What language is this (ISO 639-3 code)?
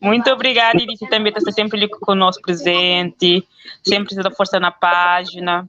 kea